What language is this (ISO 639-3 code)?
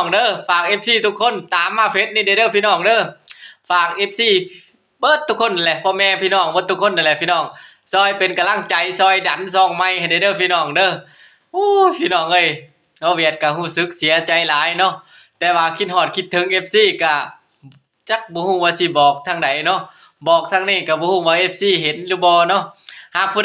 lao